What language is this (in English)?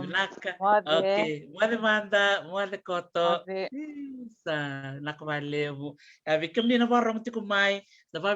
Fijian